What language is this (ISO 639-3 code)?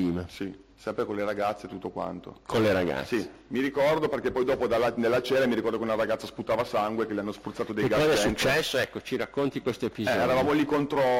ita